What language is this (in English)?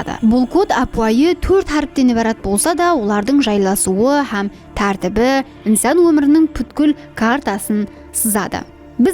Kara-Kalpak